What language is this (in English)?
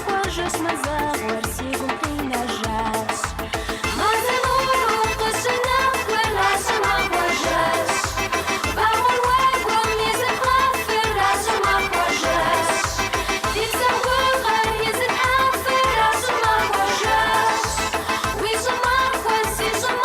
Kabardian